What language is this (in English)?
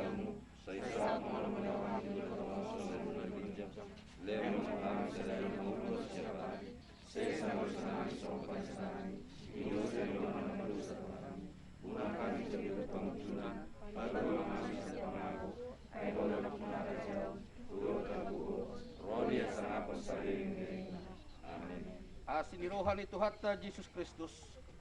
Batak Toba